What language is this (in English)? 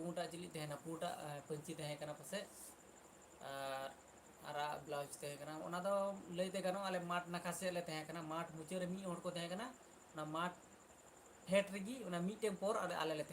Santali